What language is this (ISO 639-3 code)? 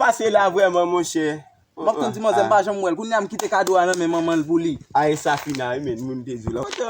hat